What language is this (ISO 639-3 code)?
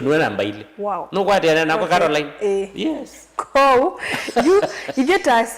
kam